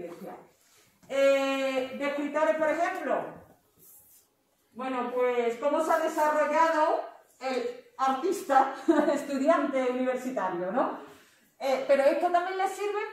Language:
Spanish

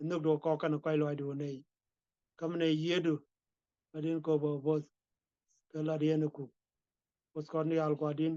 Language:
Nuer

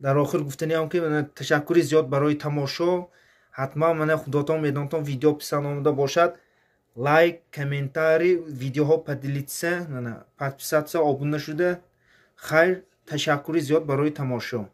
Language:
Tajik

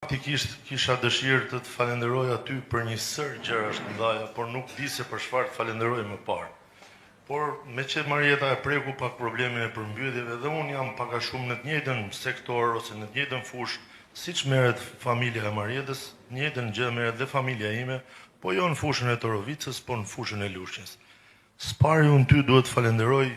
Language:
Albanian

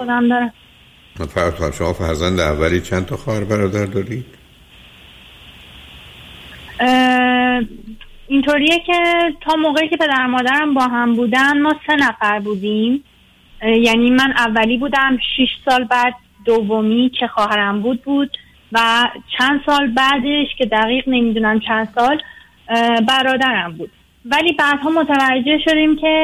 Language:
Persian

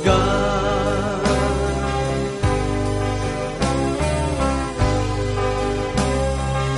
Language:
Filipino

